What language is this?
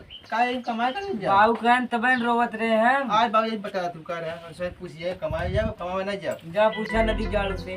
Awadhi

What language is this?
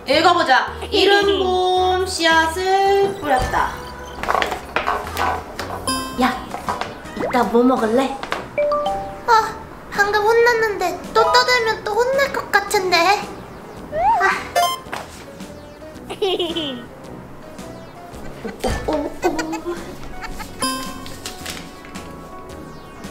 Korean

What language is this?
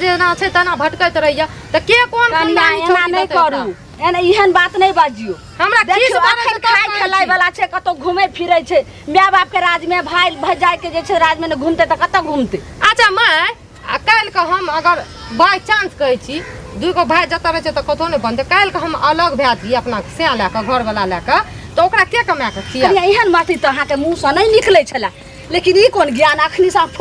Maithili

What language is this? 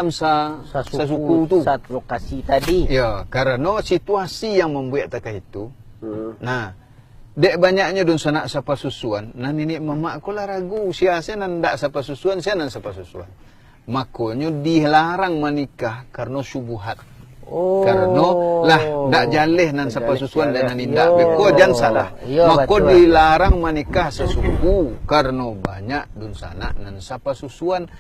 Minangkabau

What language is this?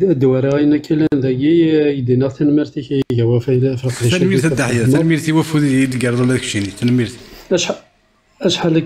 Kabyle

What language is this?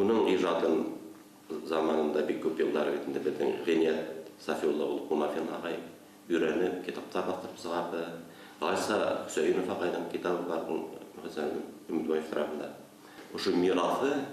Bashkir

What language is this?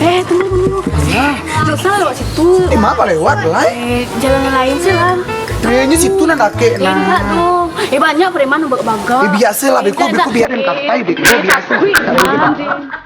Minangkabau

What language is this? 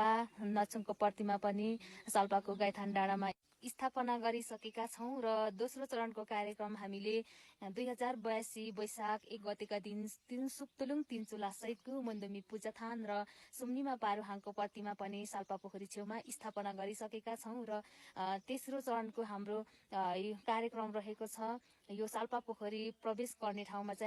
Nepali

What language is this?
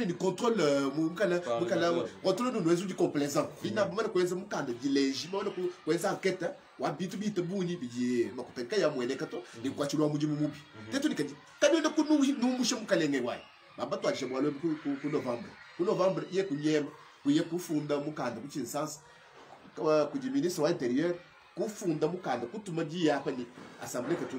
Luba-Lulua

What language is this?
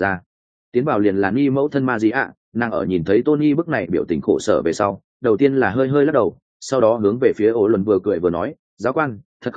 Vietnamese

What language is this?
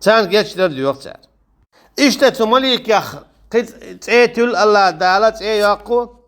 Chechen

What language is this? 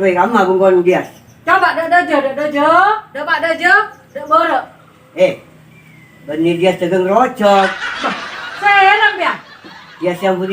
Madurese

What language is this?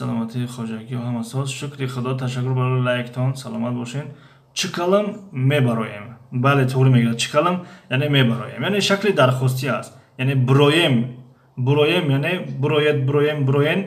Tajik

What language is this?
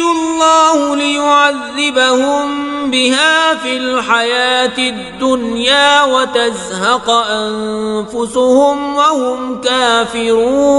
Kashmiri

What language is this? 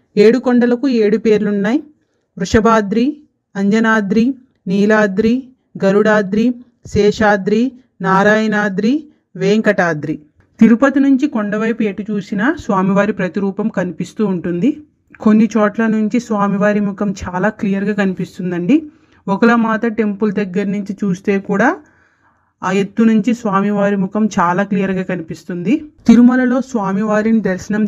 Telugu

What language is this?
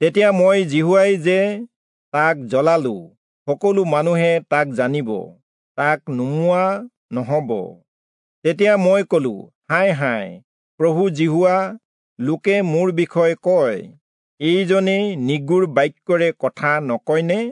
Assamese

